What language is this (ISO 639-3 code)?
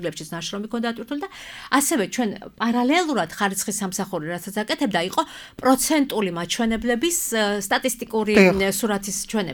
kat